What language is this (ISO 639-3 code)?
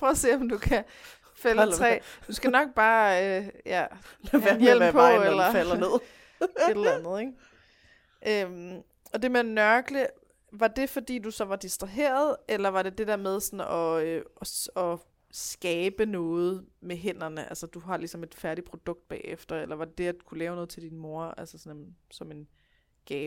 dan